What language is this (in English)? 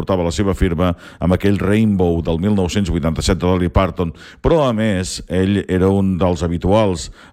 Catalan